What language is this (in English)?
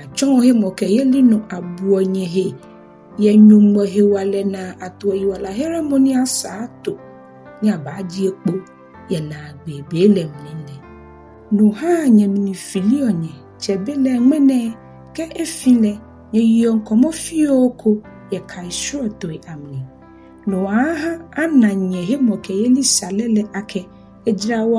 Ga